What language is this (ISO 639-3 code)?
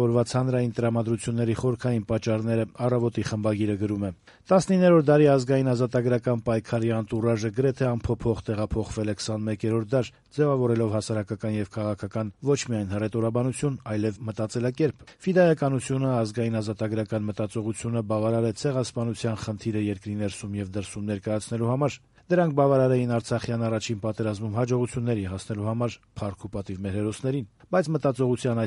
hye